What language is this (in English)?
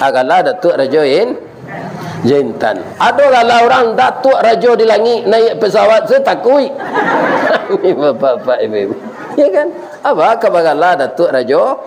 Minangkabau